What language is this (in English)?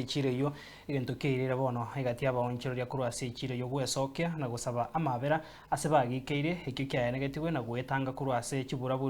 Gusii